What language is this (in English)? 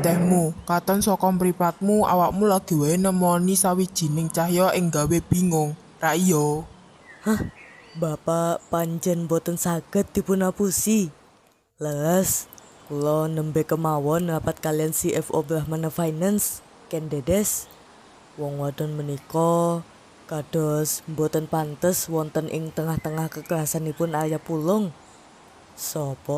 Javanese